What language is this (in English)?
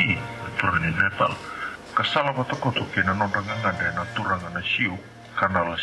Fijian